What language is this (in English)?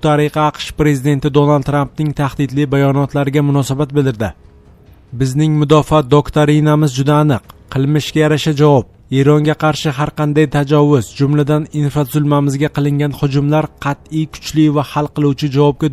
Uzbek